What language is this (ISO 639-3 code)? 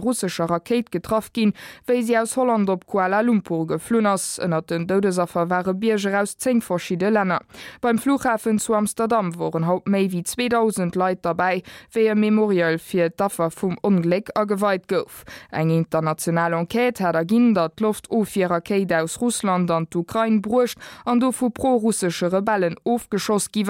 ltz